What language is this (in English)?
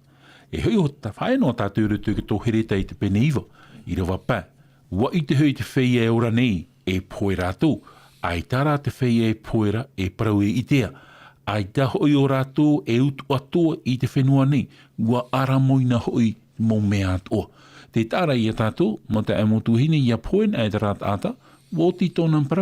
Tahitian